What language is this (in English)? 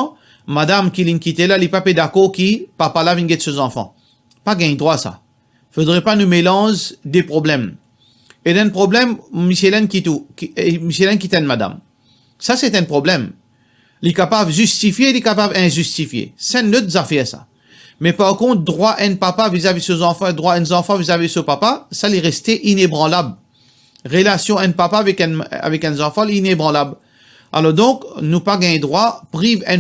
Morisyen